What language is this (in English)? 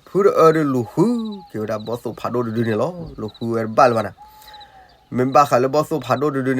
S'gaw Karen